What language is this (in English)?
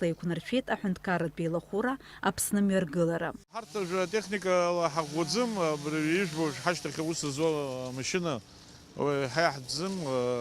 Abkhazian